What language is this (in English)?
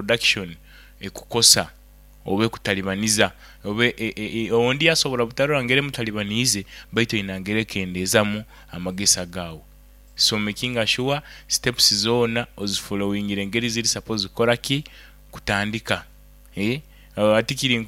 Nyoro